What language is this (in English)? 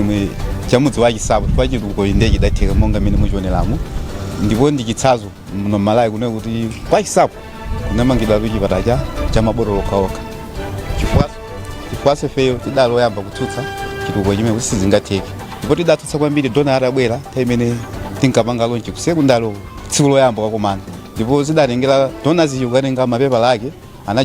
Nyanja